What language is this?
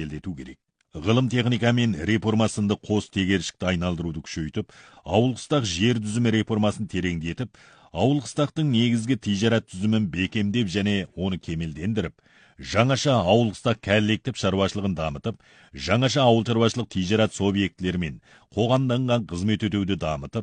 Kazakh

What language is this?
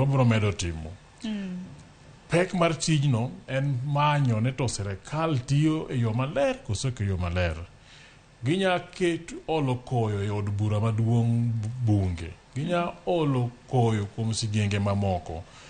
Luo (Kenya and Tanzania)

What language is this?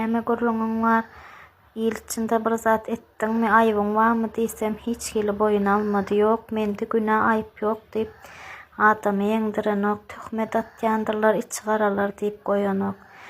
Turkmen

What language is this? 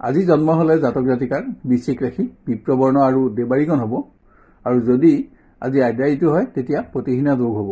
Assamese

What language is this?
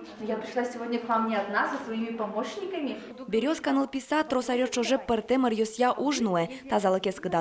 Udmurt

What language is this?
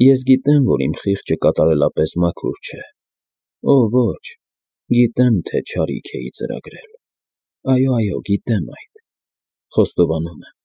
Armenian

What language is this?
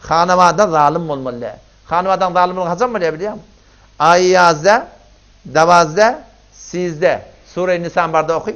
Turkmen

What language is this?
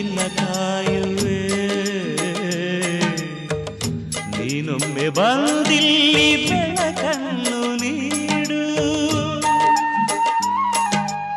Kannada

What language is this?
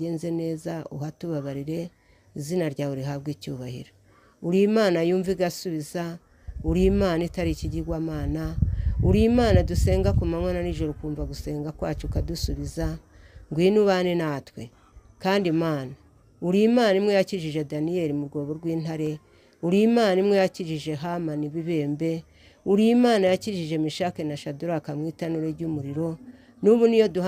Kinyarwanda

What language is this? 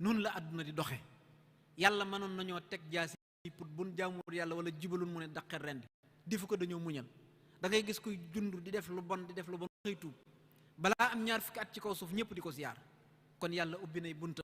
Wolof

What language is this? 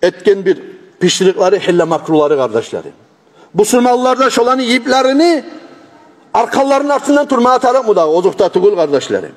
Kumyk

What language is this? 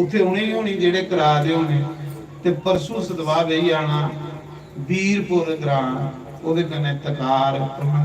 Dogri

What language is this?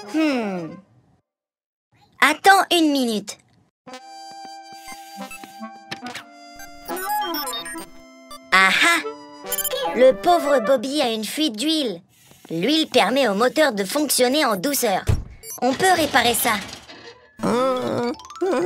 French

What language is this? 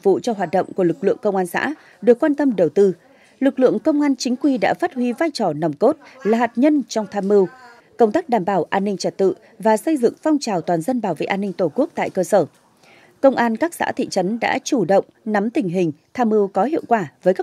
Vietnamese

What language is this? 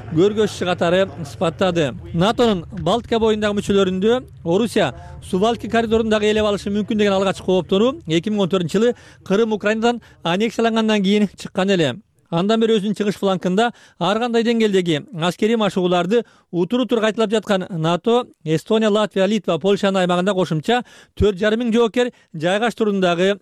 Kyrgyz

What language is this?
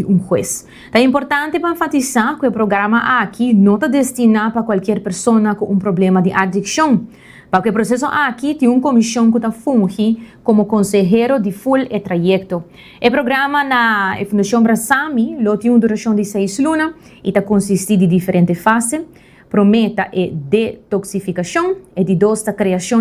Papiamento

